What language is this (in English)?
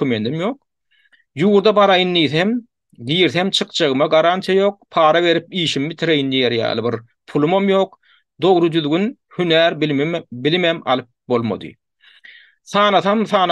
Turkmen